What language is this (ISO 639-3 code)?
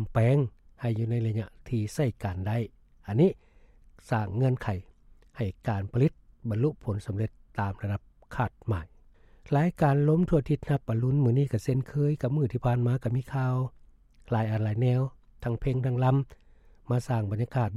lao